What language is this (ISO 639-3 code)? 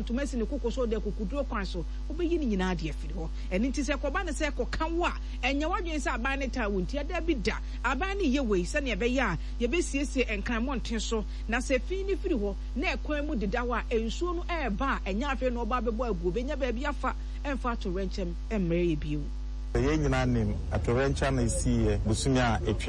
aka